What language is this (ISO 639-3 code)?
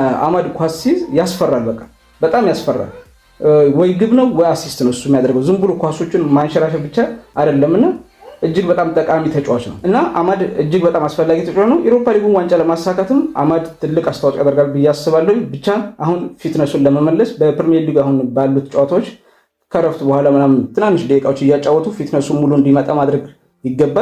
amh